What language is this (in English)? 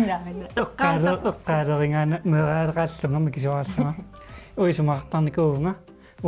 Kalaallisut